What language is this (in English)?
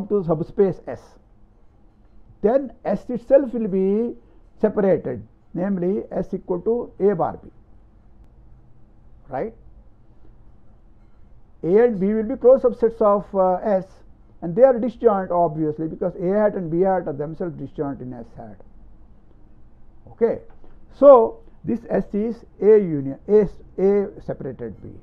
English